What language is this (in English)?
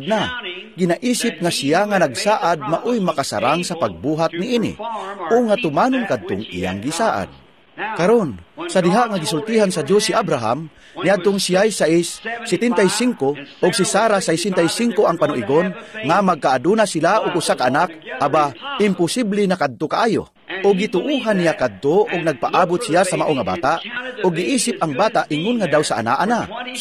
Cebuano